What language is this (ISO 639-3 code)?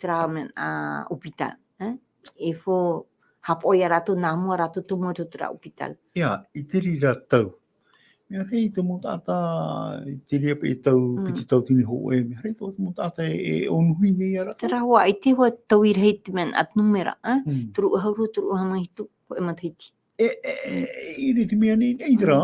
tah